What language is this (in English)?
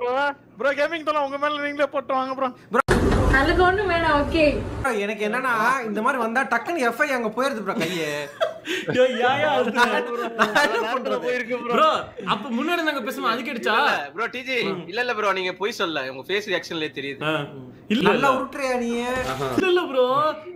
Tamil